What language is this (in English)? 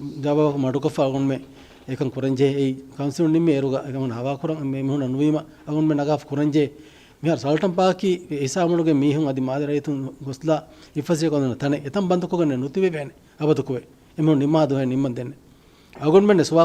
Divehi